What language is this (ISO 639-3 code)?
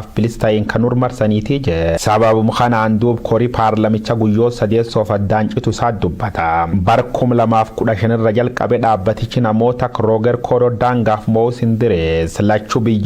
orm